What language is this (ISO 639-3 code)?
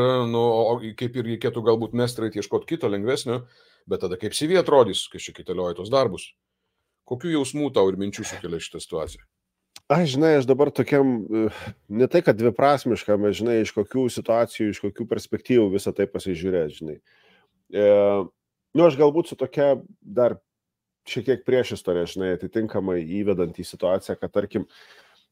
lit